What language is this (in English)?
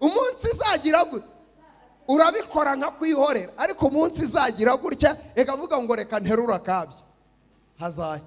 Kinyarwanda